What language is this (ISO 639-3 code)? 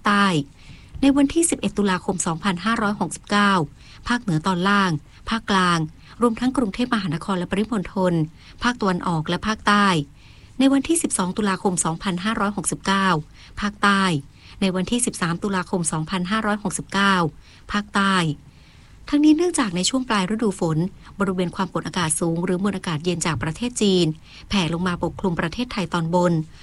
tha